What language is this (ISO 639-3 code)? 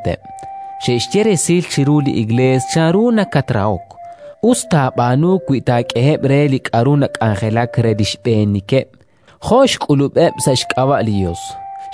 kek